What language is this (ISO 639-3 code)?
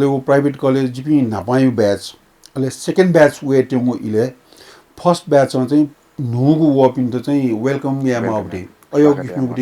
new